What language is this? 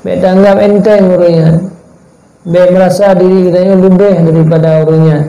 Achinese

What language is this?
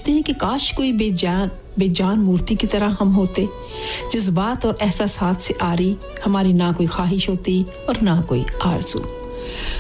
Urdu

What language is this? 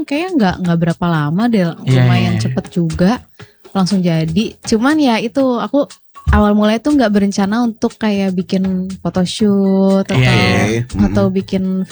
Indonesian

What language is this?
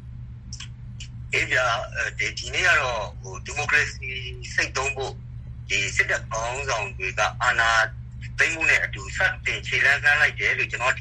Burmese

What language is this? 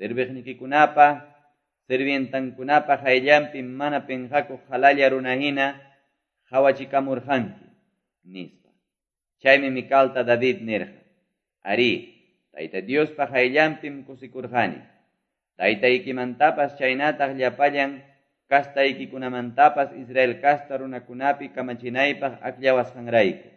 Quechua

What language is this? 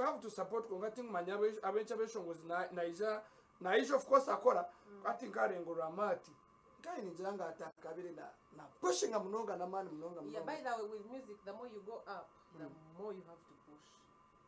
Nyankole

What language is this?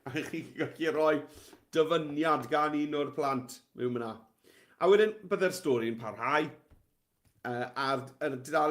Welsh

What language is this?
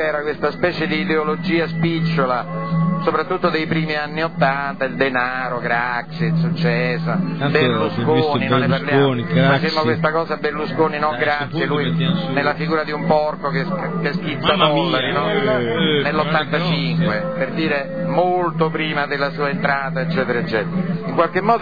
Italian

